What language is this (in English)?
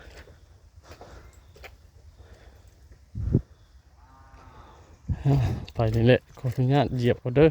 Lao